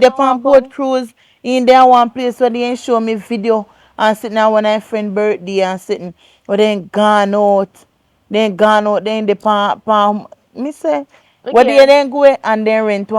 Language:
Jamaican Creole English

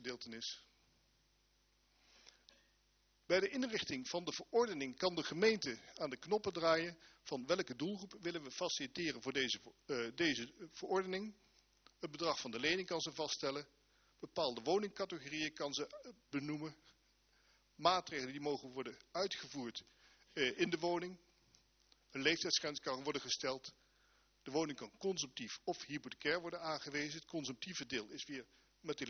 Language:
Dutch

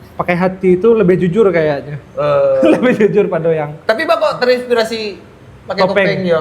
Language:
Minangkabau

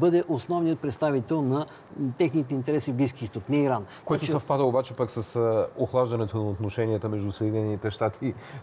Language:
Bulgarian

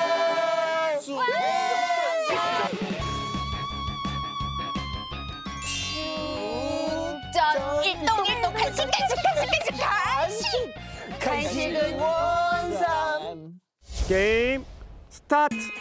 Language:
Korean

